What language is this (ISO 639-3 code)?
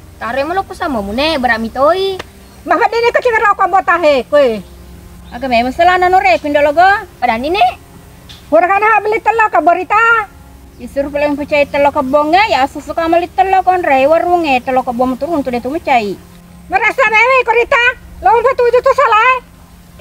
bug